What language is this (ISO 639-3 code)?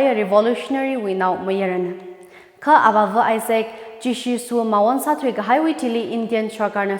nmf